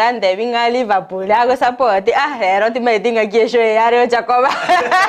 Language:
Gusii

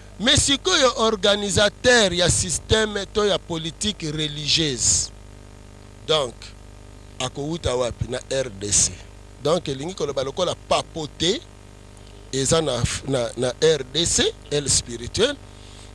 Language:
Lingala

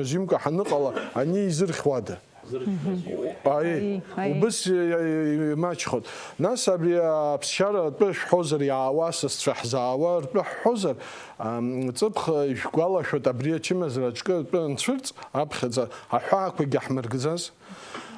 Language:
Abkhazian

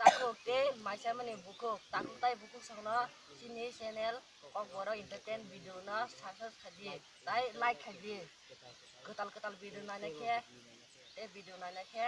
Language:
Kok Borok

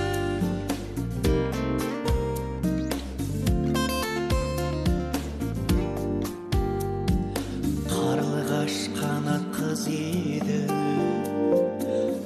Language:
Kazakh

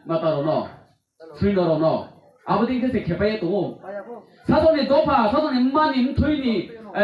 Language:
Riang (India)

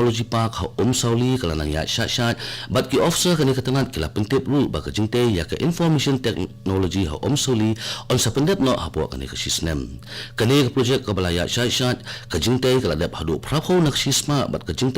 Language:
Khasi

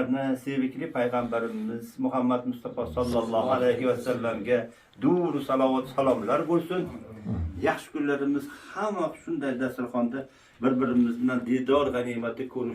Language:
Uzbek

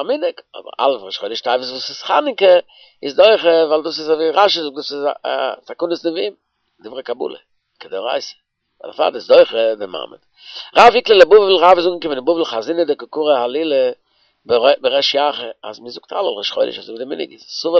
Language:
Yiddish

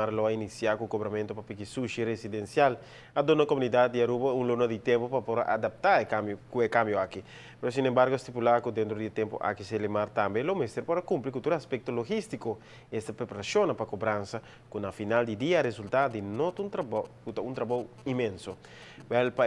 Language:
Papiamento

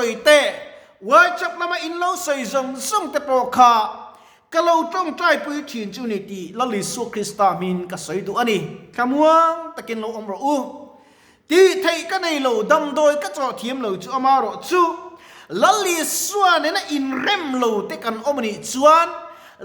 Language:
Mizo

